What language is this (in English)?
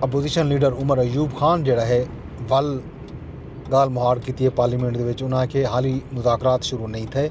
Saraiki